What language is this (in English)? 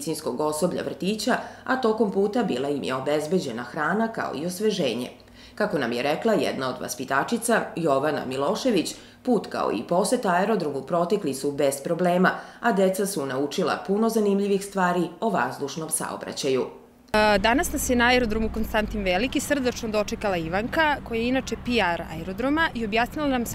Serbian